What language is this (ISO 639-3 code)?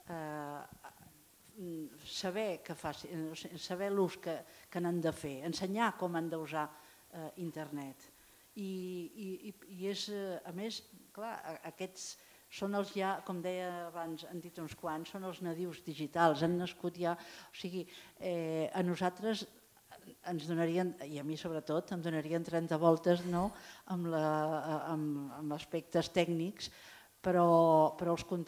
cat